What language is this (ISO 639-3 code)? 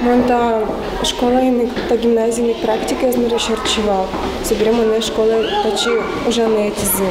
udm